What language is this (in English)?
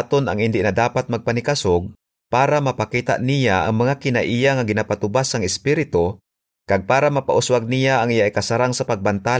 Hiligaynon